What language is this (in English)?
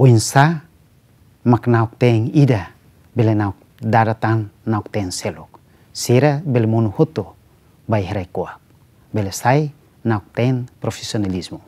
Tetum